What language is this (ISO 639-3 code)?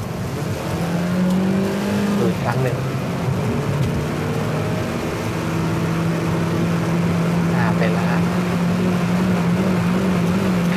tha